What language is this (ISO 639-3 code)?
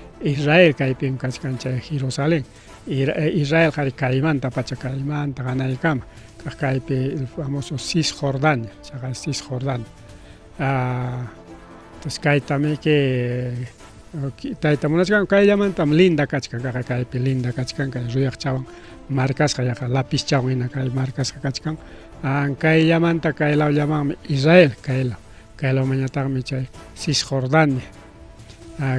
quy